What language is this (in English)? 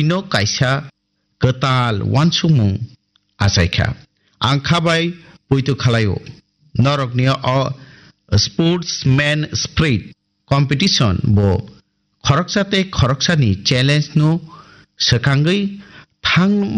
Kok Borok